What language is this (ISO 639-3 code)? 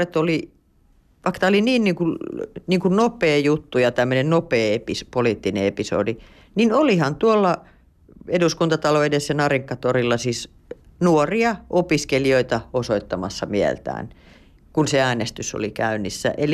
fin